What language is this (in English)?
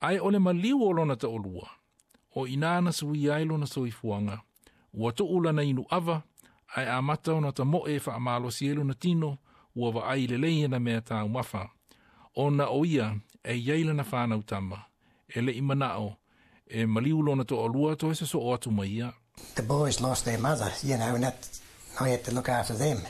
Samoan